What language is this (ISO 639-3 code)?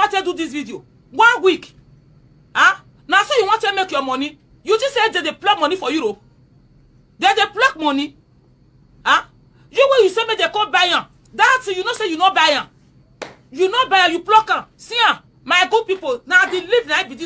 pcm